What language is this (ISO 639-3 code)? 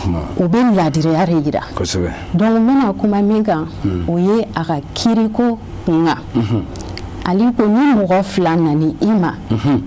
bam